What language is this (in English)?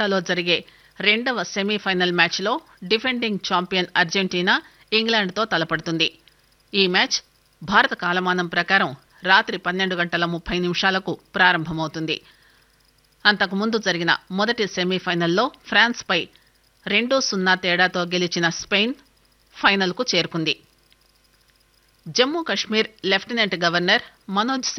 Telugu